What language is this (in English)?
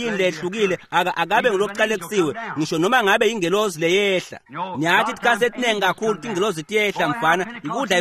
Swati